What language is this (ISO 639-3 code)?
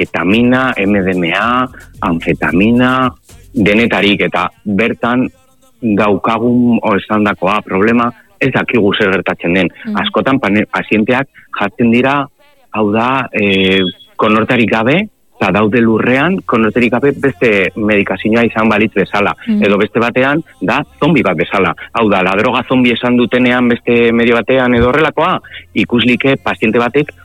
eus